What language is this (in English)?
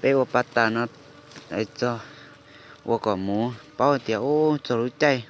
Hmong